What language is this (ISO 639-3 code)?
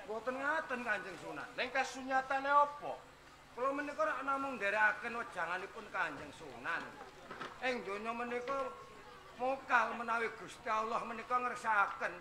jav